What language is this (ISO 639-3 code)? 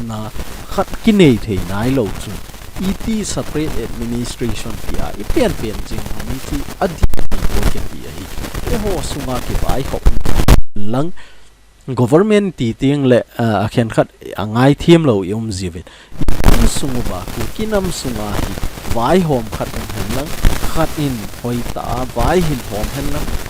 tcz